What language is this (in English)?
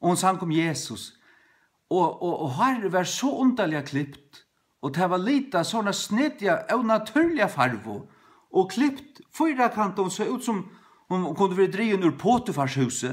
Faroese